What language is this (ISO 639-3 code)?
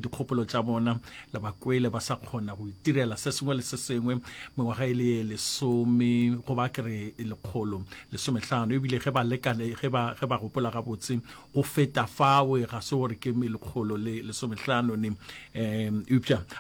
nso